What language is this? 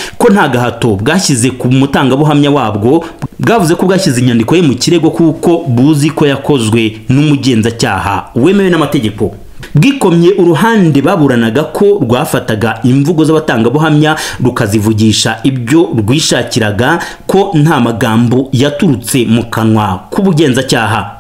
Kinyarwanda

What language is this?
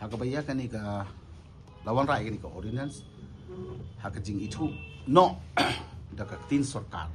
Khasi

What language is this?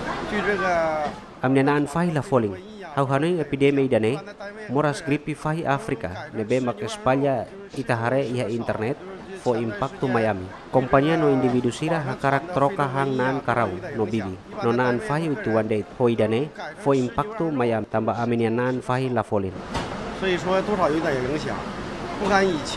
Tetum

